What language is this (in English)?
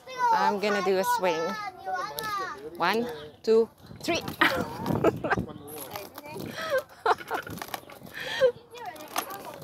English